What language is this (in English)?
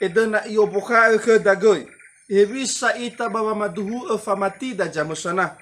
Nias